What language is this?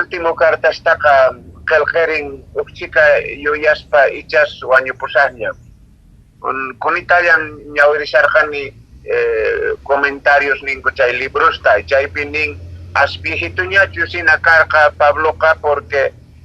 Quechua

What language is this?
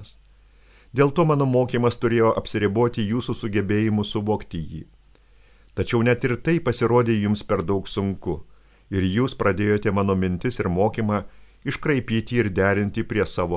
Lithuanian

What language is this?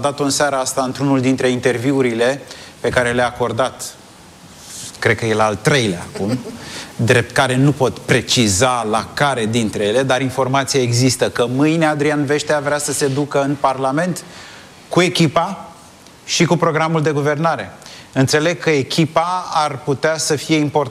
Romanian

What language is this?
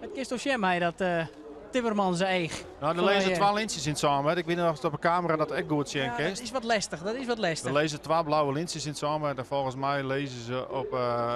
Western Frisian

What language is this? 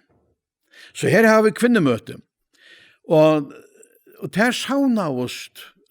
Faroese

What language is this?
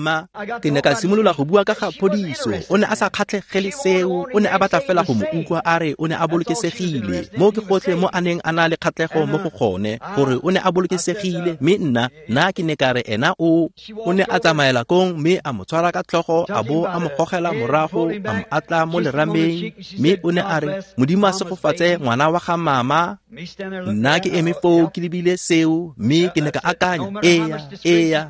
Tswana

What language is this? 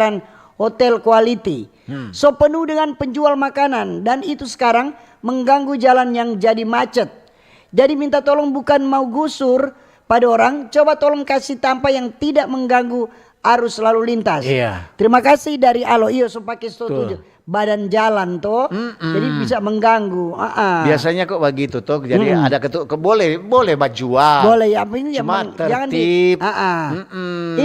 Manado Malay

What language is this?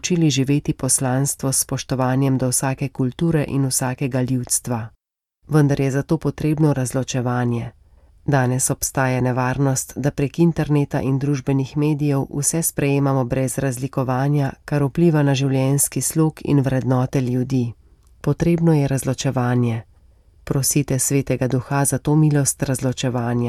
Slovenian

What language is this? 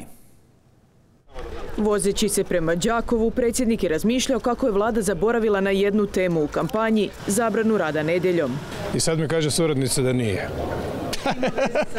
Croatian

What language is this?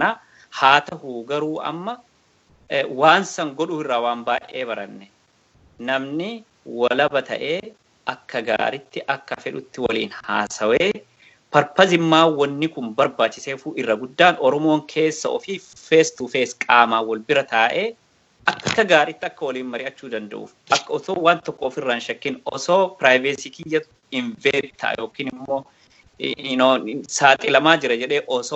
Oromo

